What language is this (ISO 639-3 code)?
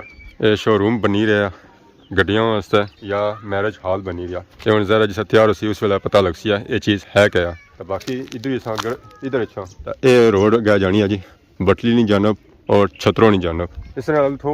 phr